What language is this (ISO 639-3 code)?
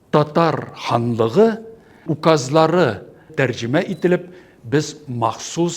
tat